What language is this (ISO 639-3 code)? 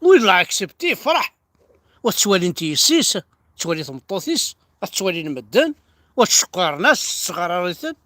kab